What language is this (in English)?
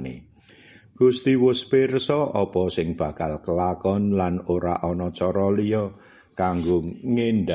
Javanese